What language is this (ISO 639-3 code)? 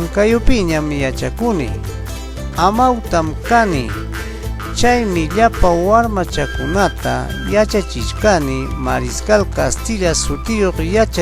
quy